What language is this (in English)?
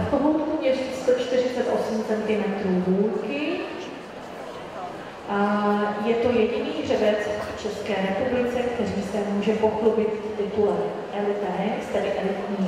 Czech